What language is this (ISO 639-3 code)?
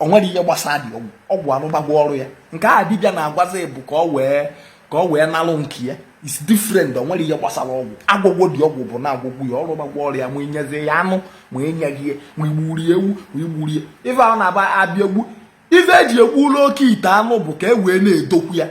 ibo